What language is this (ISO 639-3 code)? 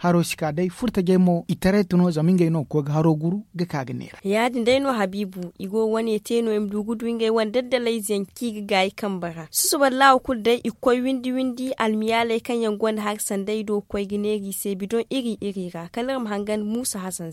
dje